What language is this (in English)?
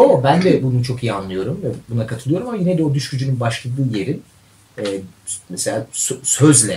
Turkish